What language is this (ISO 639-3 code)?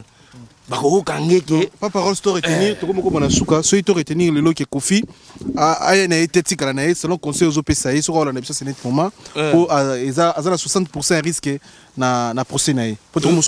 lin